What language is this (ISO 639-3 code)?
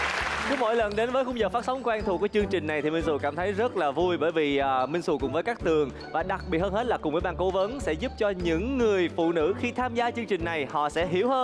vie